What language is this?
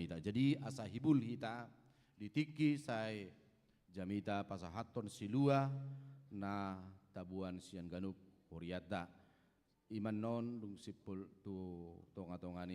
Batak Toba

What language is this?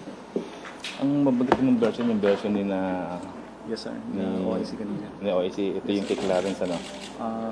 Filipino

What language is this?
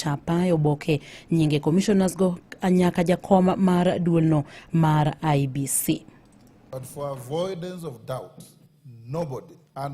Luo (Kenya and Tanzania)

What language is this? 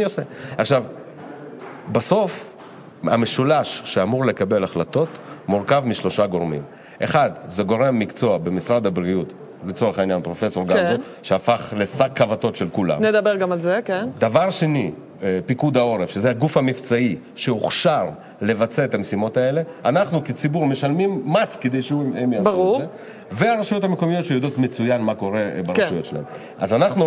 Hebrew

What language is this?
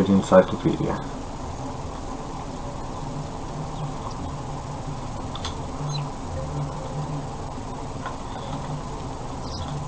English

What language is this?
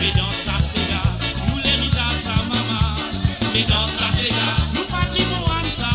Morisyen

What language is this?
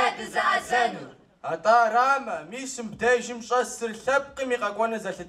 Kabardian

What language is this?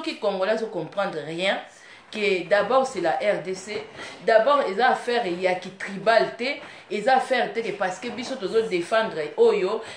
Lingala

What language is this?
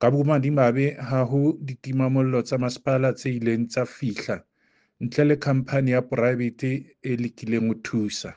Southern Sotho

